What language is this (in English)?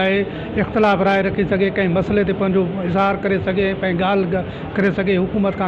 Sindhi